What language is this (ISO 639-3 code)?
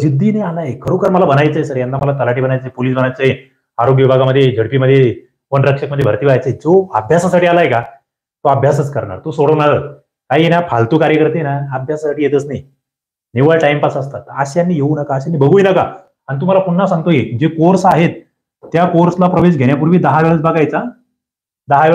mar